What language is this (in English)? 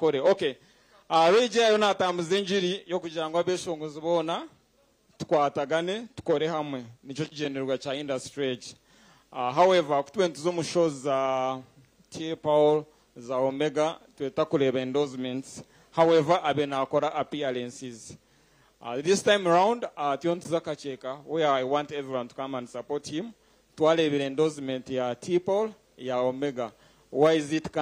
Nyankole